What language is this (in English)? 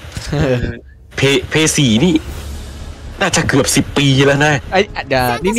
Thai